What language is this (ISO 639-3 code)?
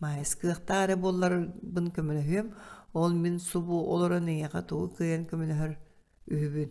sah